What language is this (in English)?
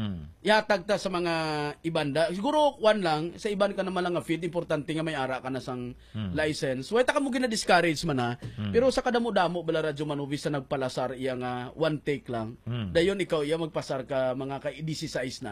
Hiligaynon